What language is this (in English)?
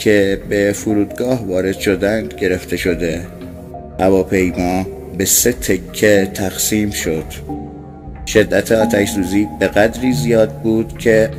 Persian